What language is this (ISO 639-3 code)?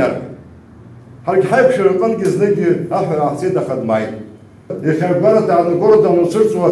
abk